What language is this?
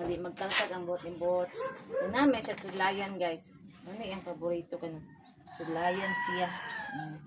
Cebuano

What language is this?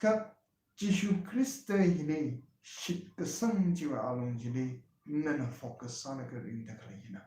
Tangkhul Naga (India)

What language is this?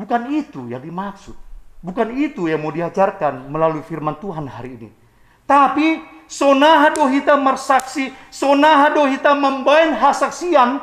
Batak Simalungun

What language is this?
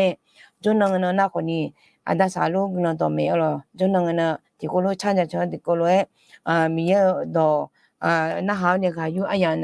Akha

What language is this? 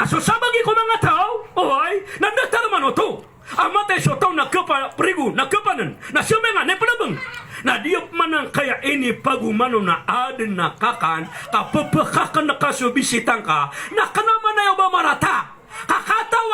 Maranao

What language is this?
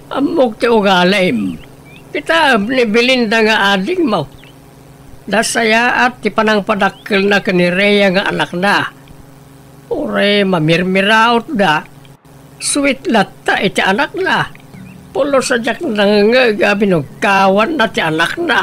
Iloko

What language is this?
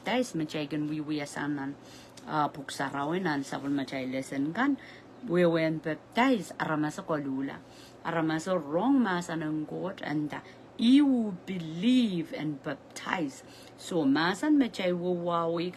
Pohnpeian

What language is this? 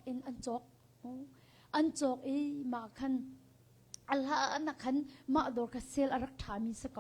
Hakha Chin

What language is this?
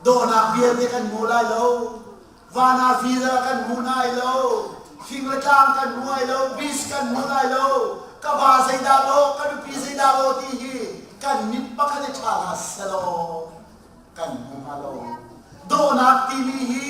Hakha Chin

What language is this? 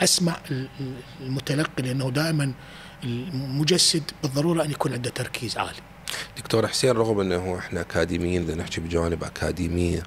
Mesopotamian Arabic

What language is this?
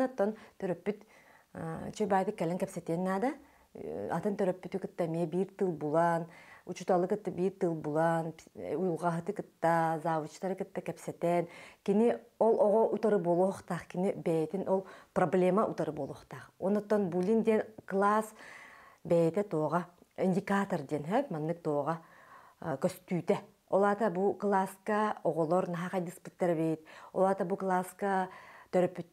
Yakut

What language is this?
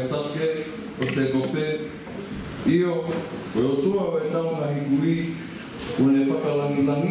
Tongan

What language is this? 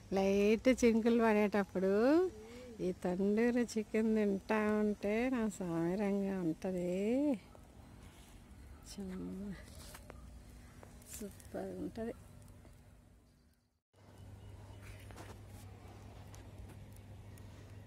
Telugu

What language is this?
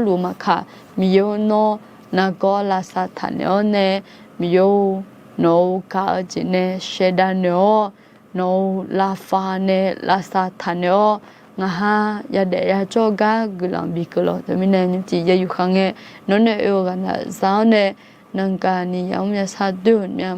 Akha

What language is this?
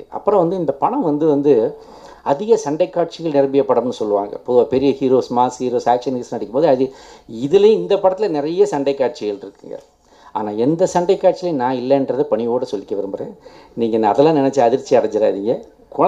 Tamil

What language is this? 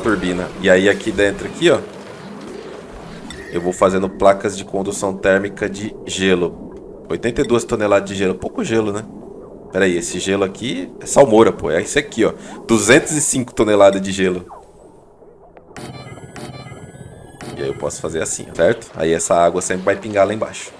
Portuguese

